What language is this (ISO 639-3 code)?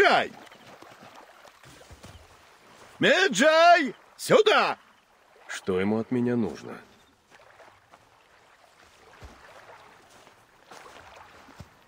rus